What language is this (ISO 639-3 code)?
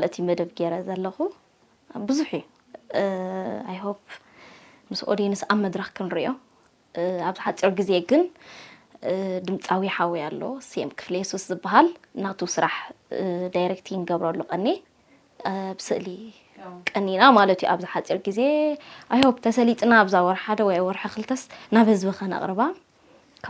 tir